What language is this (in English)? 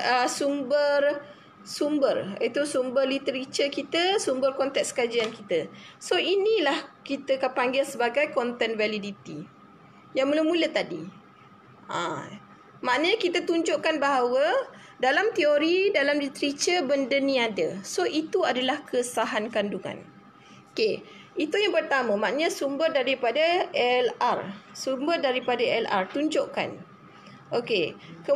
Malay